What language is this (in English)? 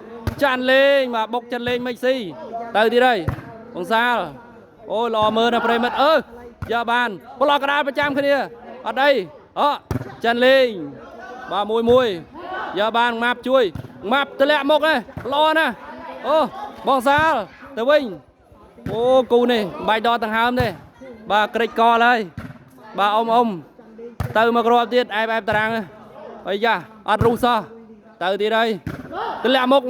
Khmer